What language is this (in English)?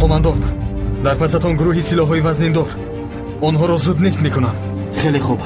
Tajik